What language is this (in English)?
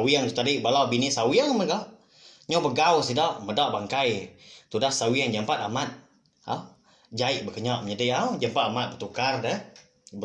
Iban